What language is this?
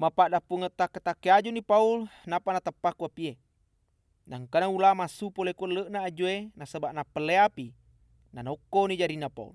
Buginese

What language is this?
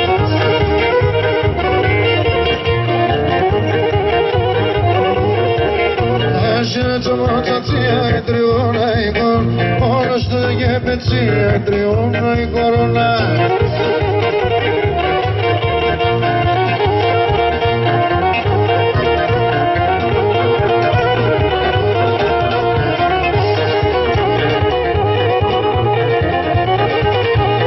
Greek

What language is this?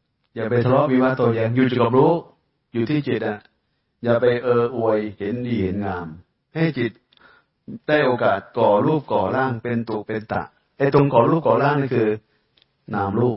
Thai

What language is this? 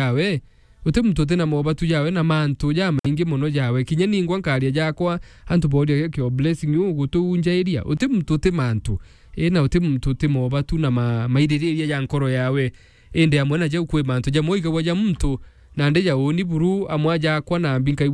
Meru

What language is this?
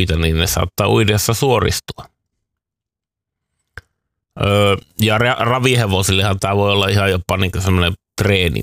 Finnish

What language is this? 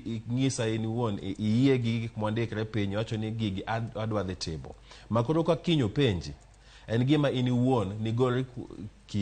Luo (Kenya and Tanzania)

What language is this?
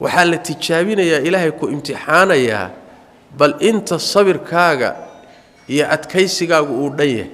Somali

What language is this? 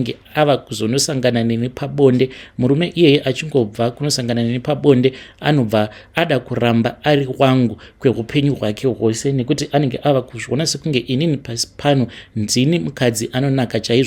Shona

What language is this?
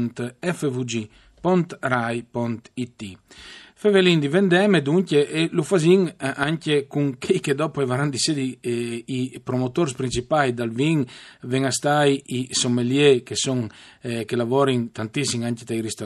Friulian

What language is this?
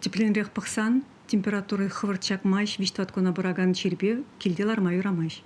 Chuvash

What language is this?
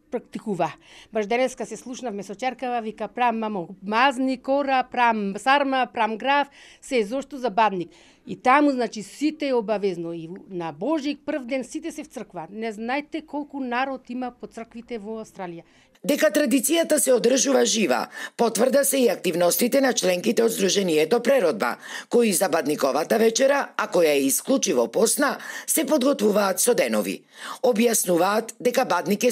Macedonian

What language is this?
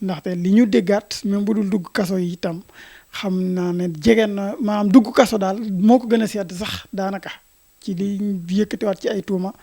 Wolof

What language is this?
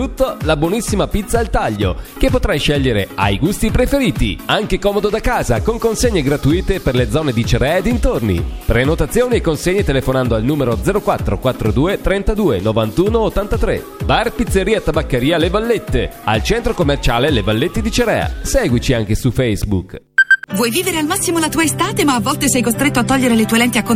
Italian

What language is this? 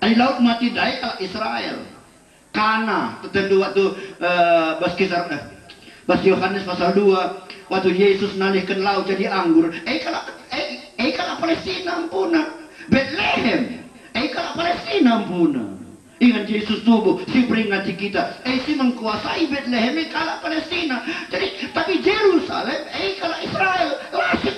Batak Karo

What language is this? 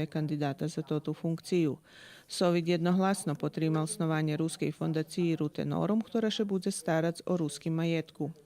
Rusyn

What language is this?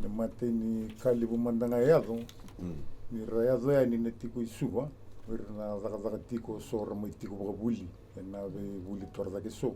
Fijian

